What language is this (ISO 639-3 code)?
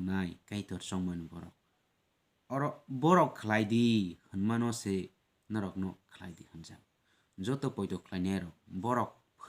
trp